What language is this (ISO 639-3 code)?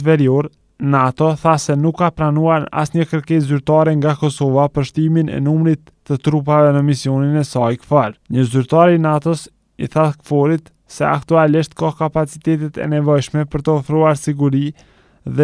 sqi